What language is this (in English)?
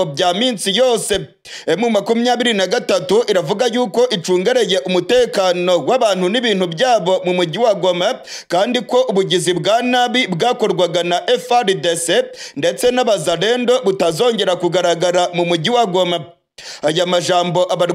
Kinyarwanda